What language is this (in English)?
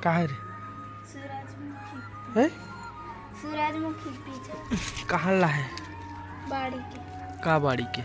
Chhattisgarhi